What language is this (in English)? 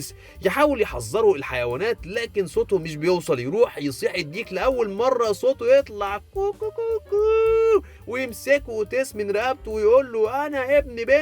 Egyptian Arabic